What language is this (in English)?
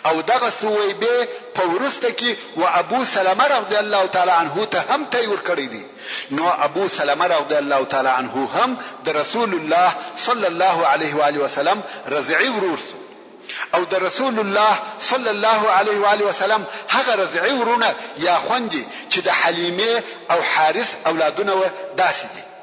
Pashto